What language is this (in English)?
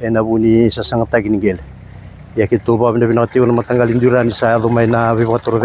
Fijian